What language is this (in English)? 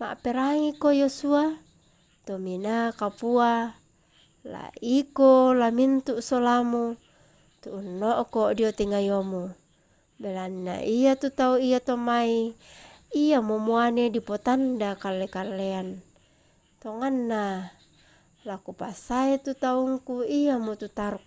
Toraja-Sa'dan